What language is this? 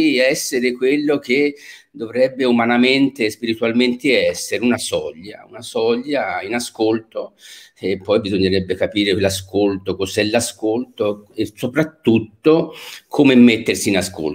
Italian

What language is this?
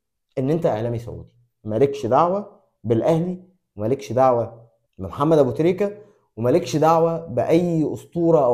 Egyptian Arabic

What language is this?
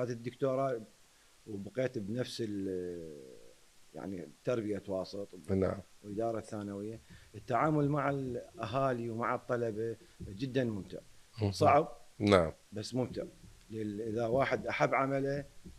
Mesopotamian Arabic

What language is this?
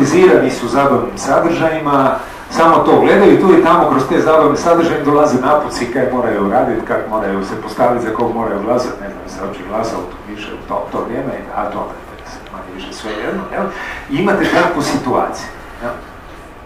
Croatian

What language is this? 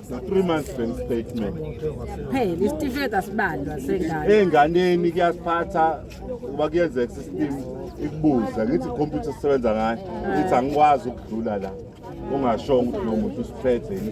Zulu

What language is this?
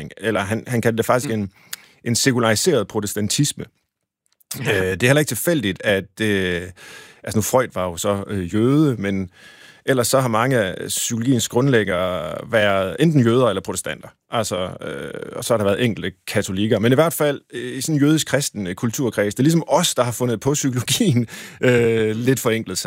Danish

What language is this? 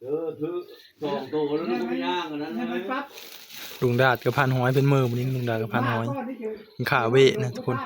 Northeastern Thai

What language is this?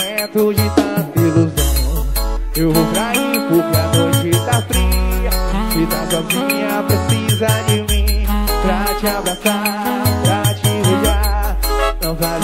Portuguese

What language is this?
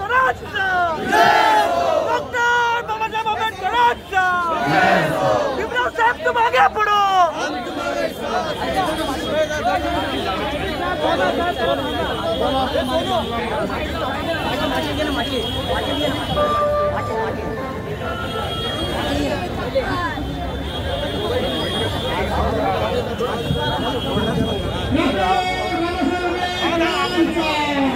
Marathi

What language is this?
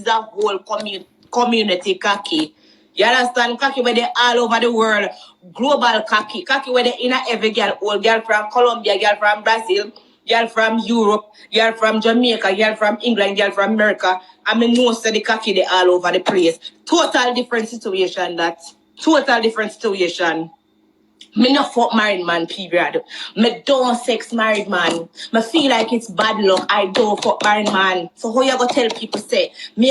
Jamaican Creole English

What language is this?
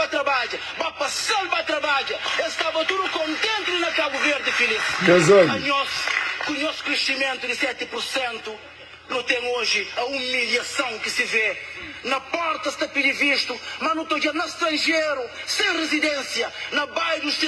Kabuverdianu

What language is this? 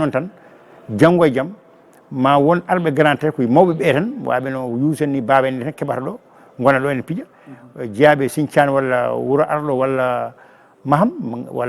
Fula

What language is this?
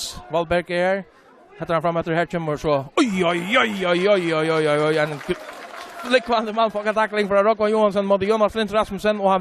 Faroese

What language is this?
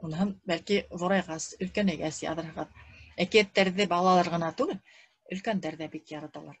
Bashkir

